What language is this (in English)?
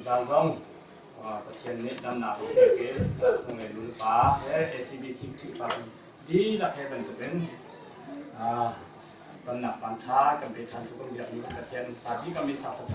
Hakha Chin